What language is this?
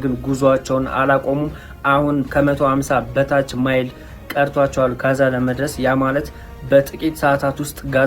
Amharic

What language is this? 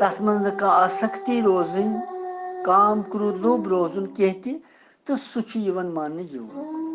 Kashmiri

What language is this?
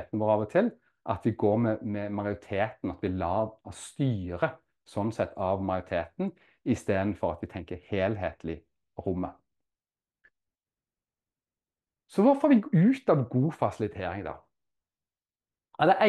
Norwegian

